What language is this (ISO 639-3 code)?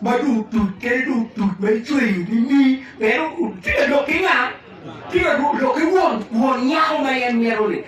ach